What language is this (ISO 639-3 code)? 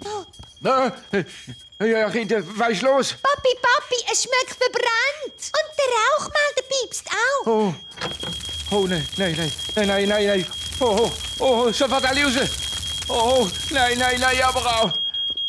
gsw